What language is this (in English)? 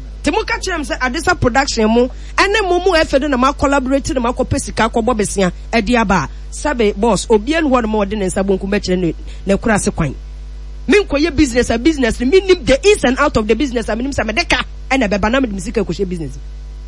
Akan